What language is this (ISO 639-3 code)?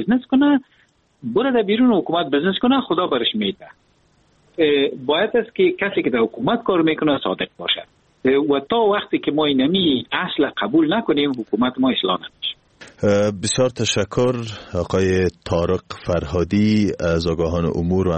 fas